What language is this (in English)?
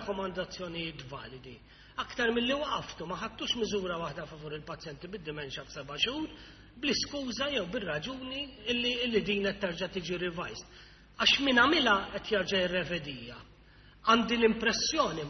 Maltese